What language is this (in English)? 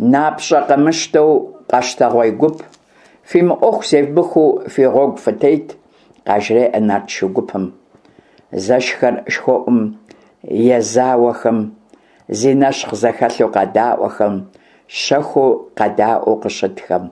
Kabardian